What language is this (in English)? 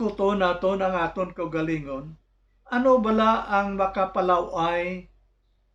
Hiligaynon